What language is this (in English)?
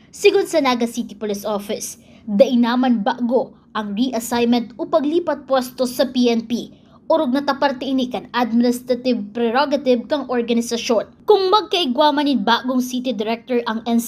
Bikol